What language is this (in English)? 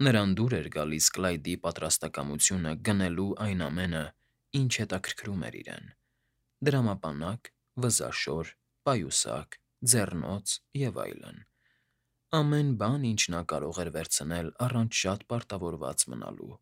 Armenian